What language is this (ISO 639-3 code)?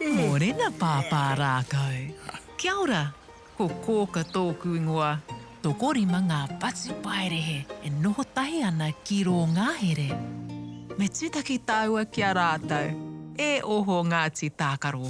mri